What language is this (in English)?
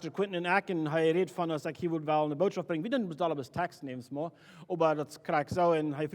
Plautdietsch